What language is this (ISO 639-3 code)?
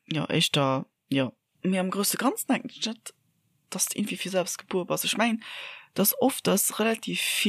ltz